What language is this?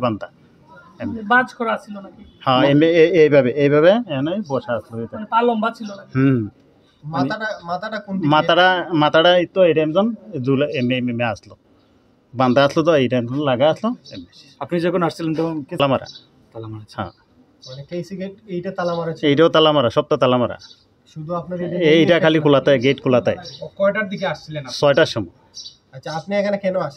Sylheti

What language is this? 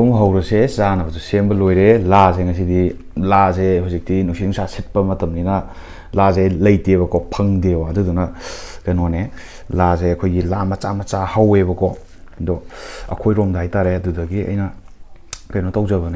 Manipuri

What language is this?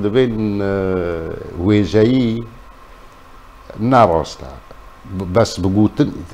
Kurdish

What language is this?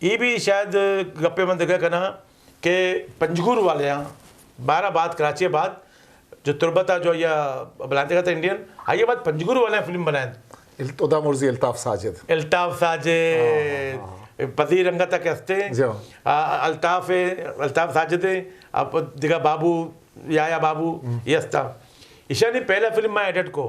Eastern Balochi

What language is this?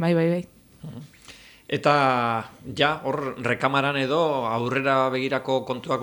Basque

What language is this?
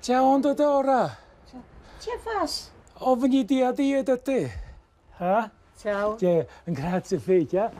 Romansh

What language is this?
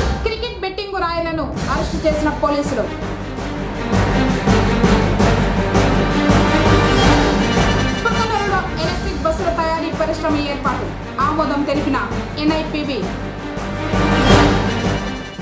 Telugu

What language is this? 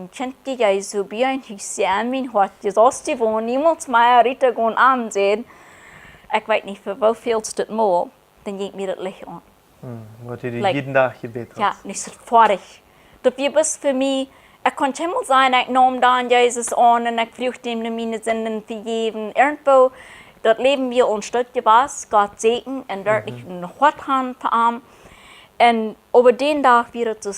Plautdietsch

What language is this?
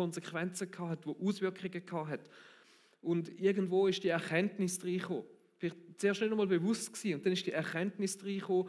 Swiss German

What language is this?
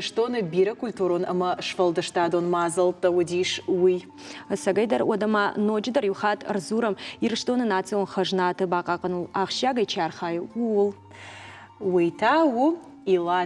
Ossetic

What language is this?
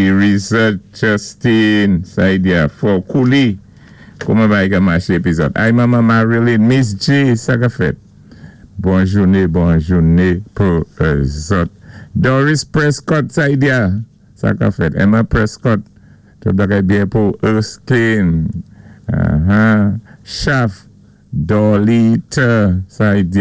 Saint Lucian Creole French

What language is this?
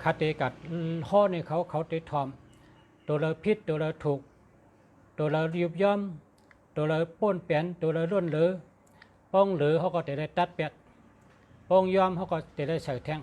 Shan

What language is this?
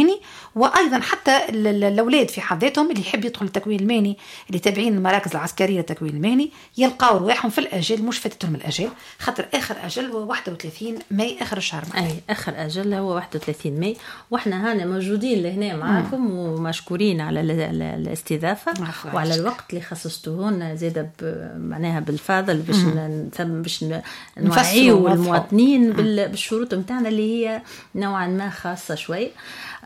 Tunisian Arabic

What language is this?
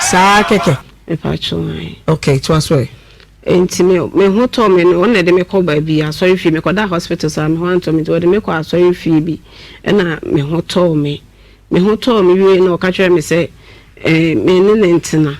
Akan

